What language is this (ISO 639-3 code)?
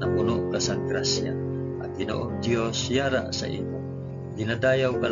hil